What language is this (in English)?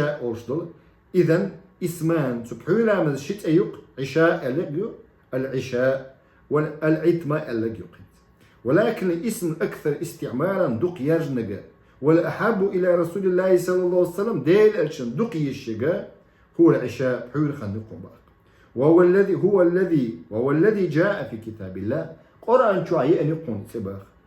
Chechen